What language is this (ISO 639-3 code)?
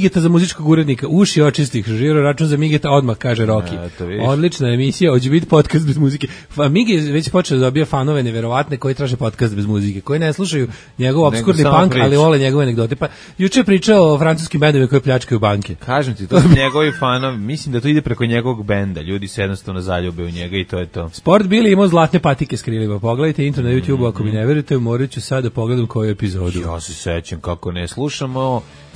srp